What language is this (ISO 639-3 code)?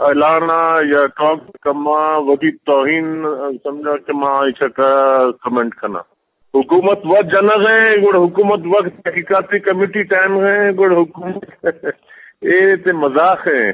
bgp